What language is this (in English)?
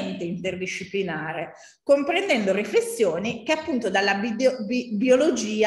Italian